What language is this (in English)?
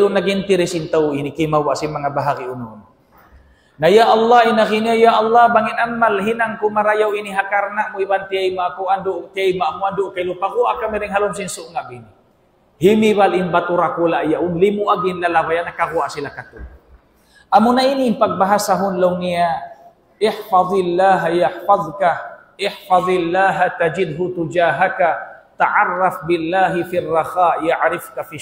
Tausug